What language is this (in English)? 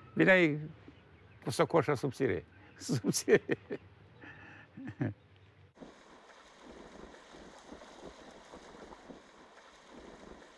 Romanian